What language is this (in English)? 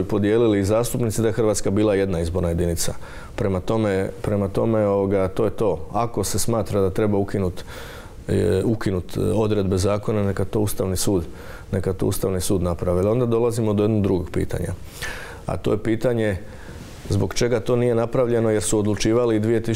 Croatian